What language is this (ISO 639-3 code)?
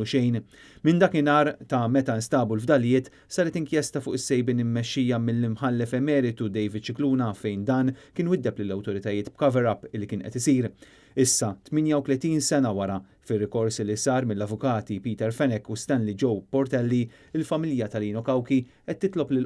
mlt